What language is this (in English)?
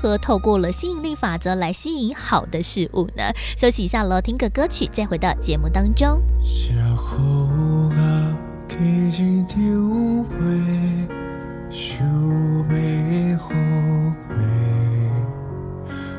Chinese